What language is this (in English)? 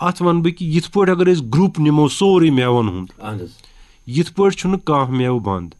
Kashmiri